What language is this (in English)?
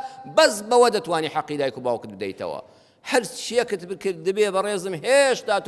Central Kurdish